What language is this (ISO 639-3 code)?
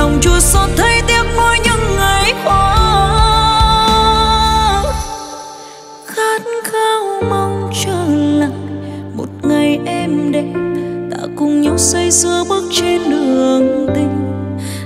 vie